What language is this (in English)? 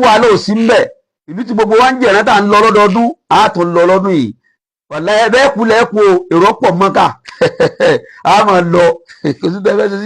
Yoruba